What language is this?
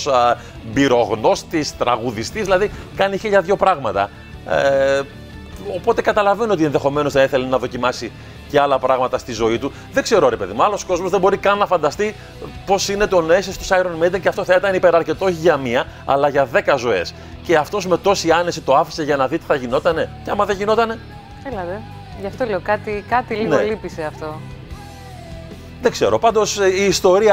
Greek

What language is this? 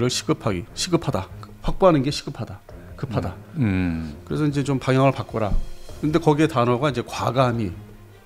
Korean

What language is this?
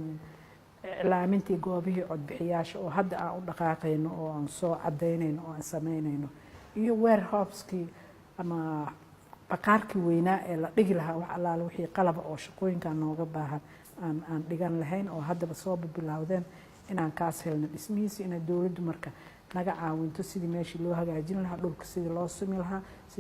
Somali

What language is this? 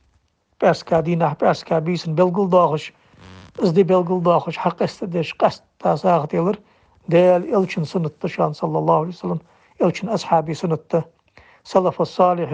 Ingush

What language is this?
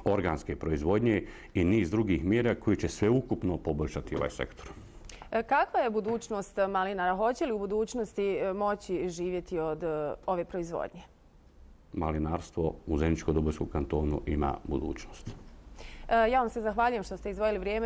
Bosnian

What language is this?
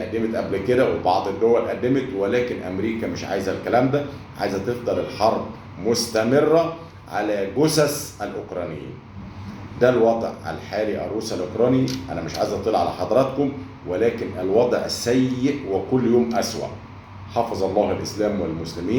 Egyptian Arabic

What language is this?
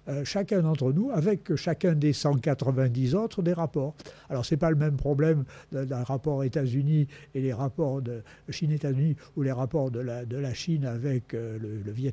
French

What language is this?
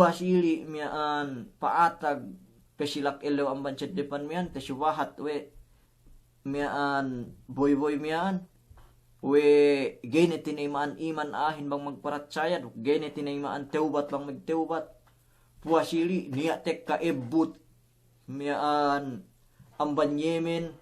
Yakan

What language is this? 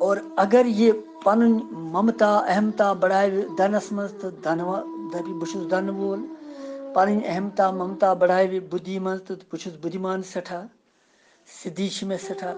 Kashmiri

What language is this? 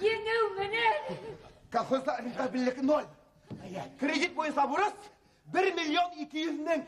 Bashkir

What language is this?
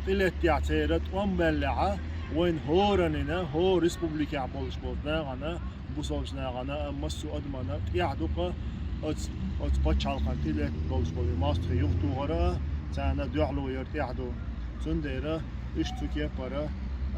Chechen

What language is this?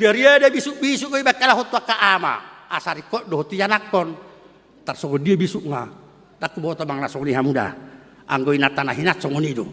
Batak Toba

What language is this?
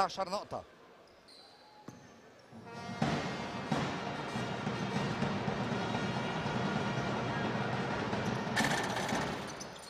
North Levantine Arabic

